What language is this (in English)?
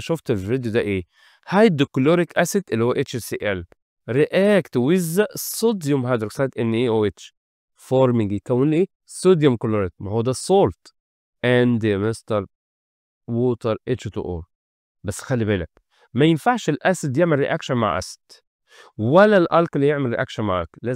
Egyptian Arabic